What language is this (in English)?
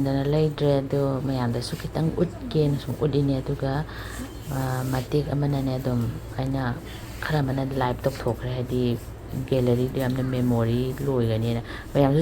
Manipuri